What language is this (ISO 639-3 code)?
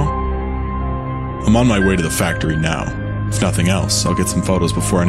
eng